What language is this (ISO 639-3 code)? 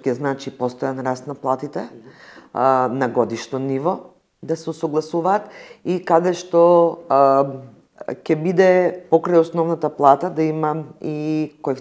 mkd